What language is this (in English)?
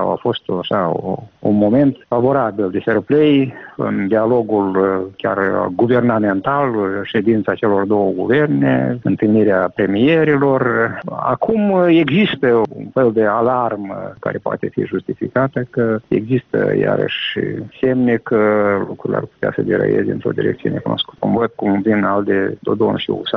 Romanian